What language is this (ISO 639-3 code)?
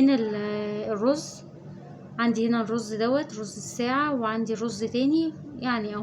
arz